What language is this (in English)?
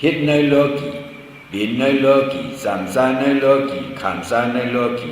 Shan